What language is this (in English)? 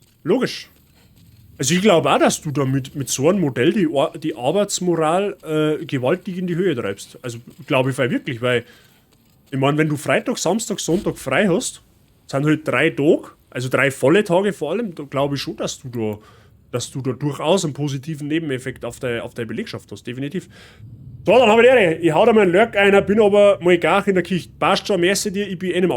Bavarian